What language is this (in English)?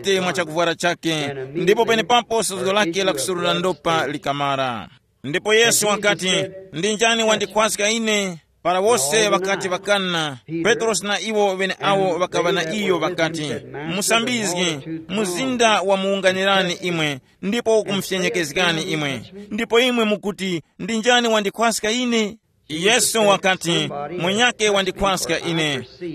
Tumbuka